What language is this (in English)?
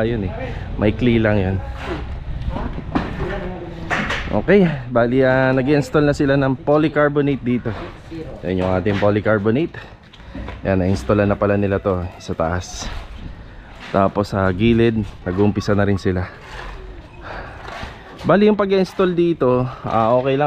Filipino